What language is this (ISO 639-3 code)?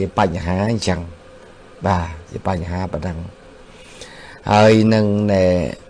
khm